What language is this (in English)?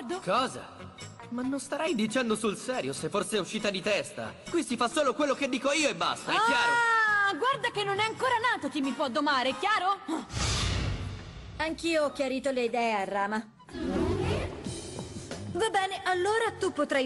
Italian